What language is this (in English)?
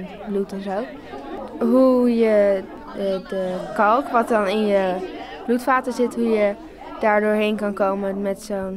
Dutch